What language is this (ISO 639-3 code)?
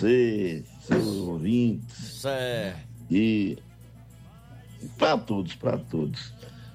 por